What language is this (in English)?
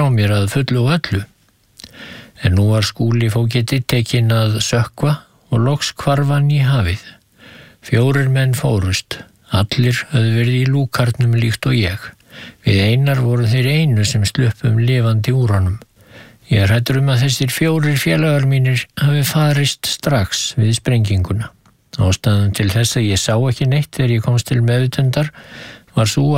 Icelandic